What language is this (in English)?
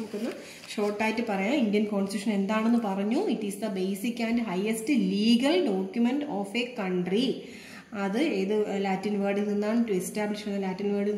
Malayalam